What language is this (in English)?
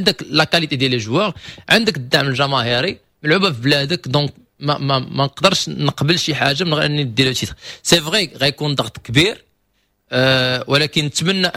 Moroccan Arabic